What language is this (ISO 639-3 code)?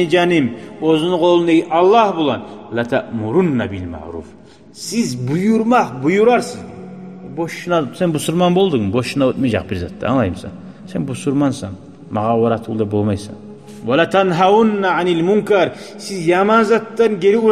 kum